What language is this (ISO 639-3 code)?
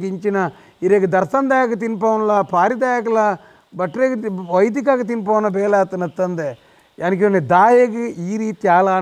tcy